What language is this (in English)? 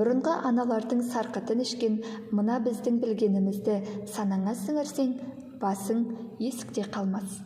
Kazakh